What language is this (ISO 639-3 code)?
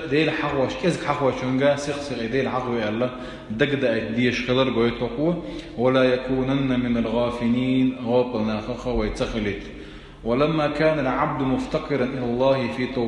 che